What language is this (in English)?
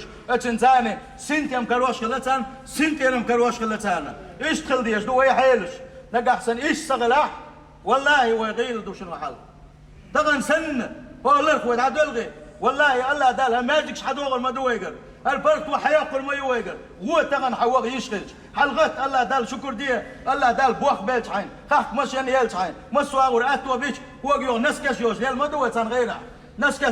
Chechen